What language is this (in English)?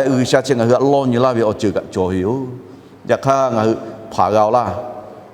Lahu